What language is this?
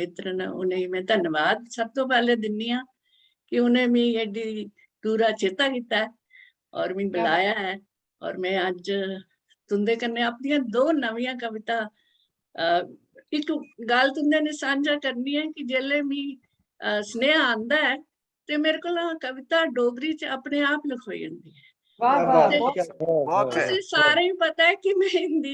Dogri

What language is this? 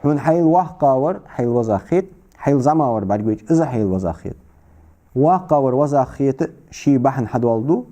Ingush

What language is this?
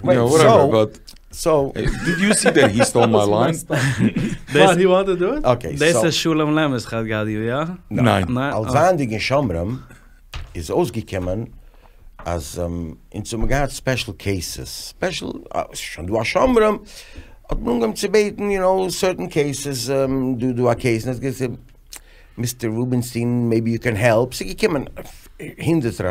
Yiddish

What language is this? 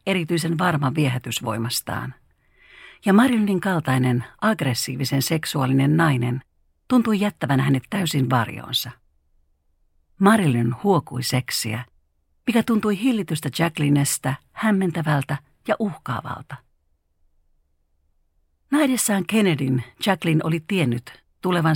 Finnish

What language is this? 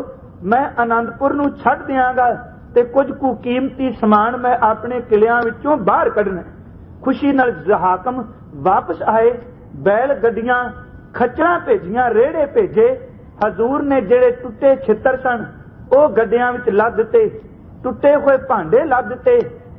Punjabi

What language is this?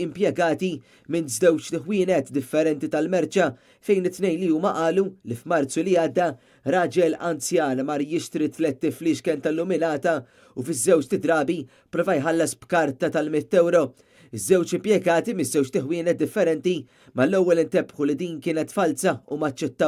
Maltese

